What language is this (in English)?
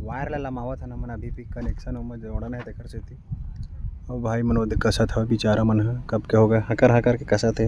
Chhattisgarhi